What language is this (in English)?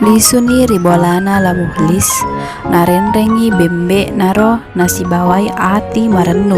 Buginese